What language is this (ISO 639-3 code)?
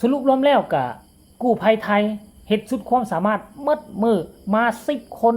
lao